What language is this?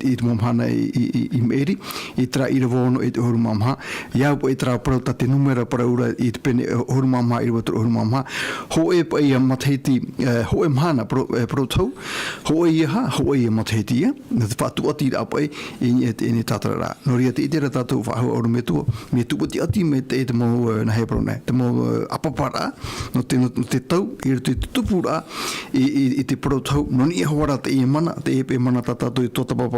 Tahitian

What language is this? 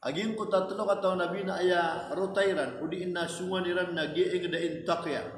Maranao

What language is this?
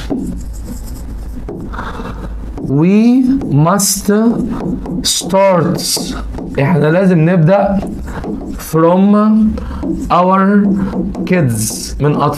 Egyptian Arabic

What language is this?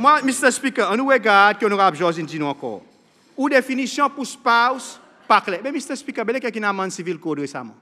Seselwa Creole French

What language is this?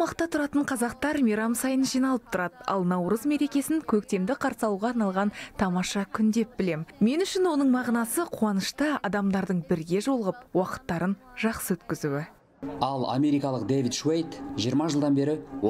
Kazakh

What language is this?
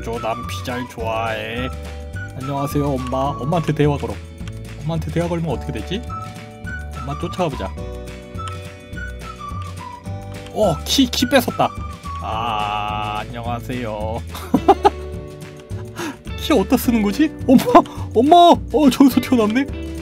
Korean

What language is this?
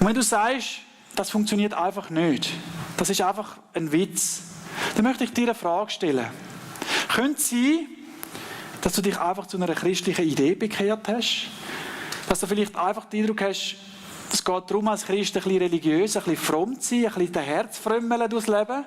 Swiss German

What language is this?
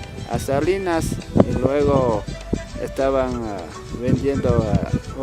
Chimborazo Highland Quichua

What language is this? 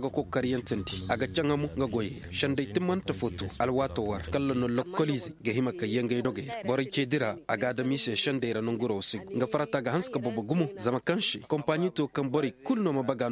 Koyraboro Senni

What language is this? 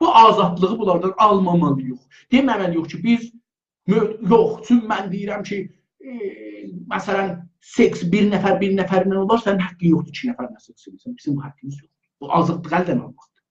South Azerbaijani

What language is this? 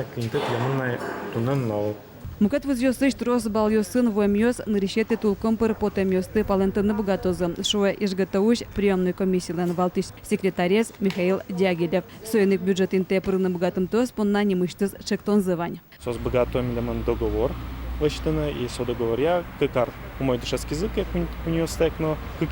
Udmurt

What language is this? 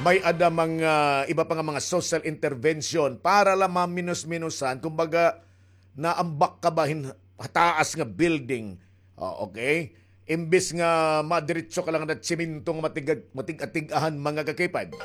Waray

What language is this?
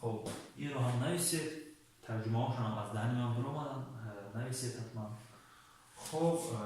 Tajik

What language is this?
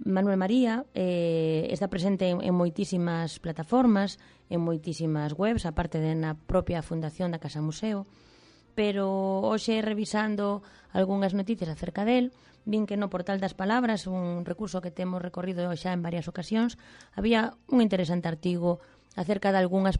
Galician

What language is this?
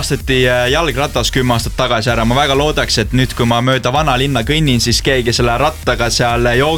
Estonian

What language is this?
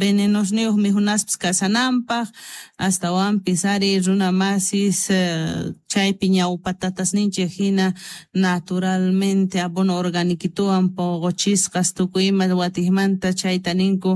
Quechua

